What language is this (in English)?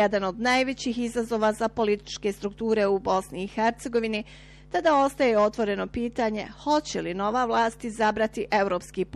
Bosnian